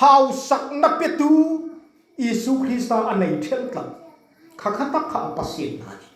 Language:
Hmar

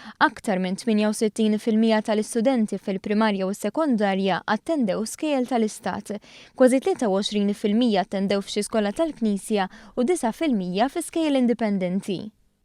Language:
Maltese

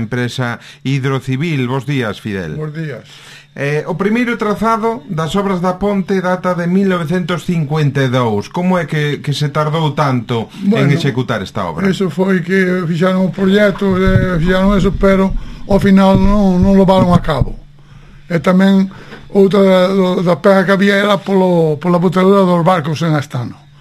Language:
Galician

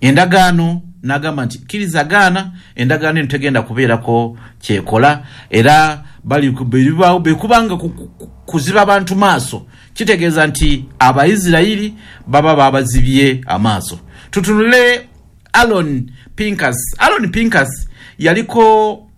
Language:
Ganda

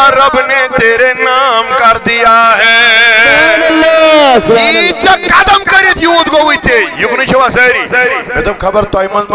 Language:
Kashmiri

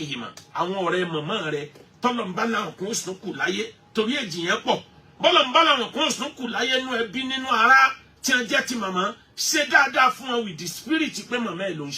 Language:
Yoruba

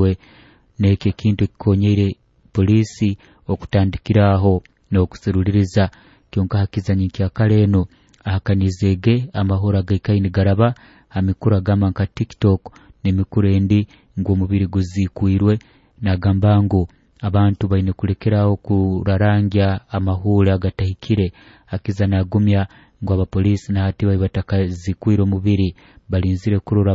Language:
Nyoro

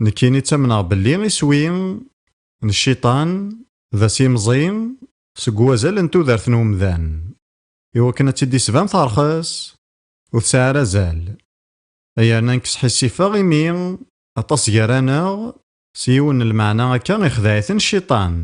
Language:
Kabyle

